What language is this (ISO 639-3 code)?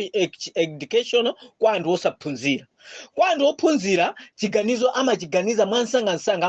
nya